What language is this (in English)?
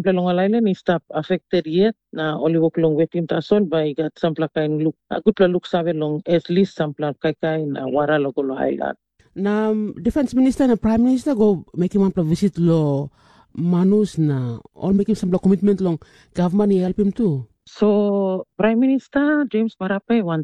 Tok Pisin